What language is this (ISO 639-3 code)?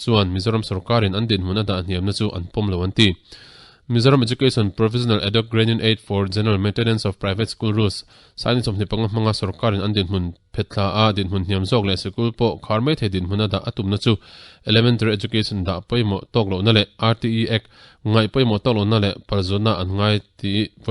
lus